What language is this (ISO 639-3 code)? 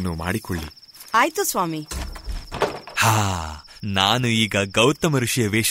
kan